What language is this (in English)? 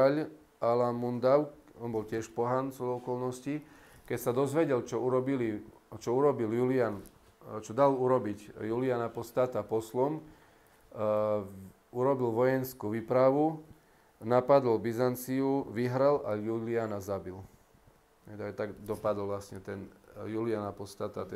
Slovak